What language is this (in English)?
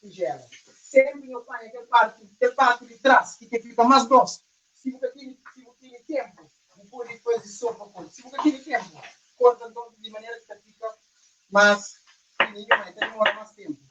Kabuverdianu